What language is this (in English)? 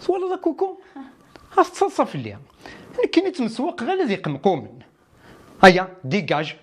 Kabyle